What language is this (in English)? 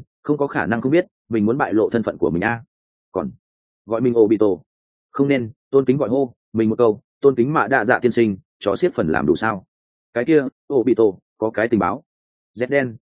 Vietnamese